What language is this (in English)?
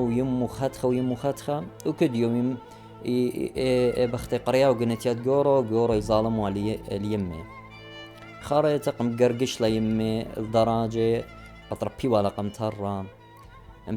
Assyrian Neo-Aramaic